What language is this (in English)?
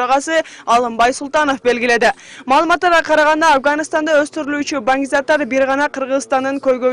Kyrgyz